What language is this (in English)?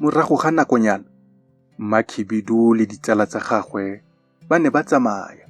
Tswana